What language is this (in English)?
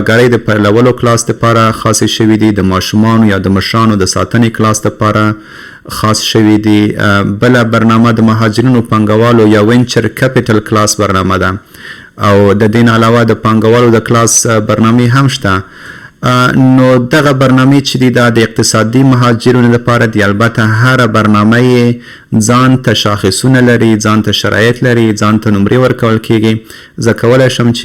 Pashto